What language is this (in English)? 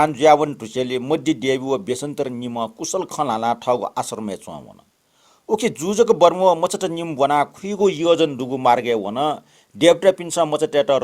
Newari